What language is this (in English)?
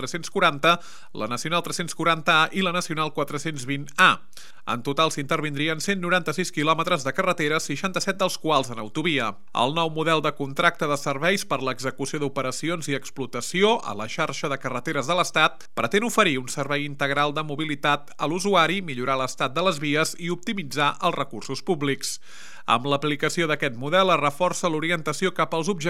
Catalan